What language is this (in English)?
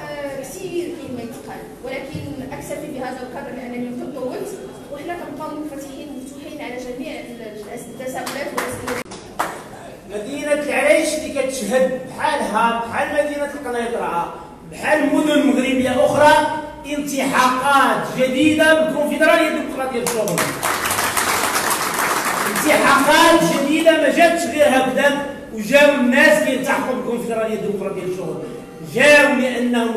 Moroccan Arabic